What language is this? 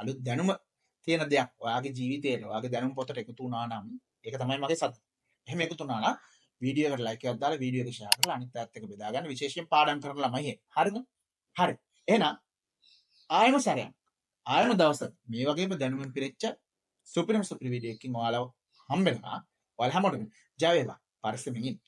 Sinhala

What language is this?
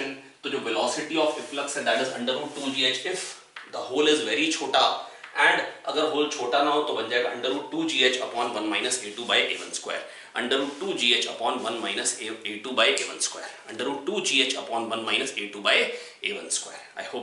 Hindi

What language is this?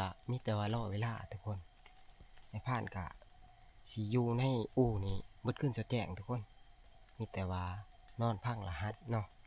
Northeastern Thai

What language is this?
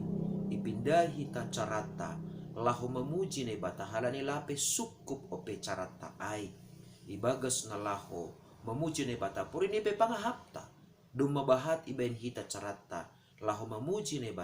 Batak Simalungun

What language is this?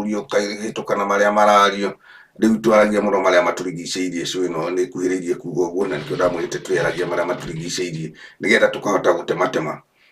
Kikuyu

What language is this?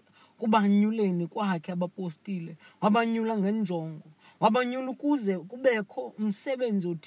Xhosa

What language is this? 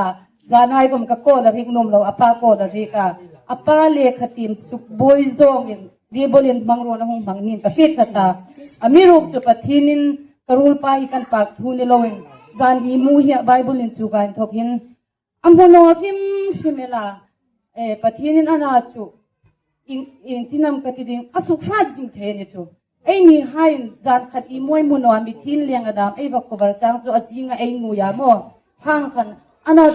Hmar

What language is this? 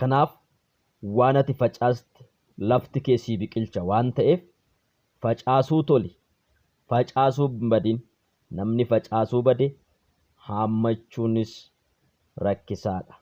Oromo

